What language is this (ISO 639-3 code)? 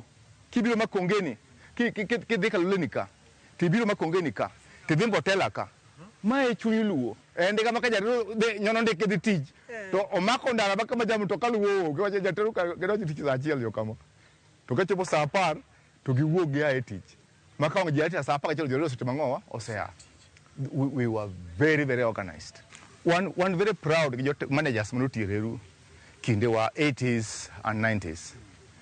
luo